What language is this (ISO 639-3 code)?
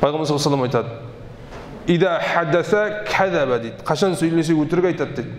kaz